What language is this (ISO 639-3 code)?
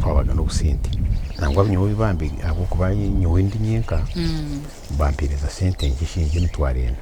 nyn